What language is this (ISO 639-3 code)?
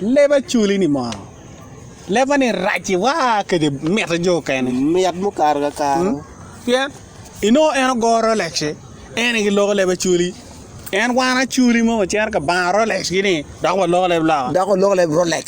ach